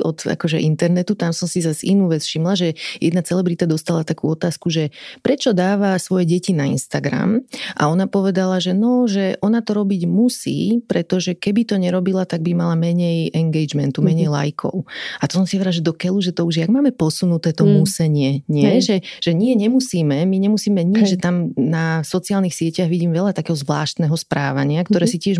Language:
Slovak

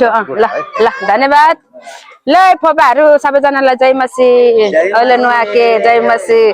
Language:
Nepali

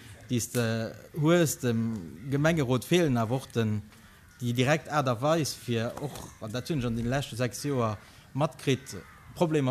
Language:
Luxembourgish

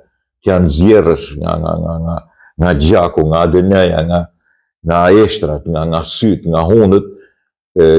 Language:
Albanian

